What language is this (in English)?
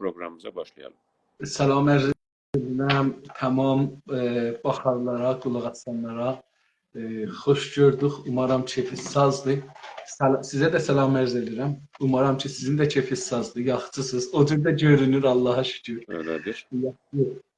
South Azerbaijani